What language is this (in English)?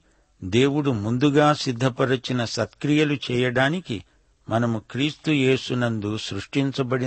Telugu